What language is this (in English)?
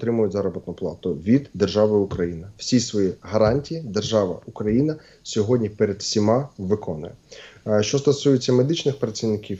Ukrainian